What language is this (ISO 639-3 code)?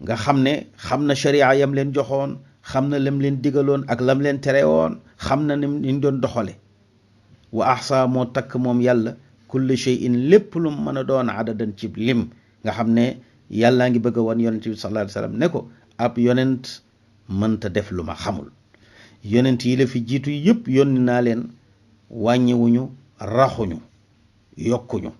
wol